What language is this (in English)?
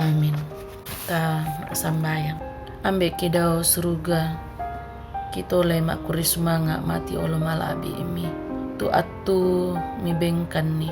Toraja-Sa'dan